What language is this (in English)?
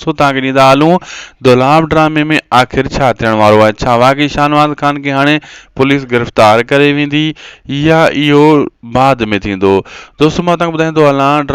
Sindhi